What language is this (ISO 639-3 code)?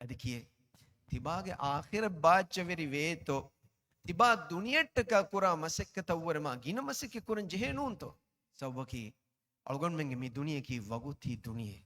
div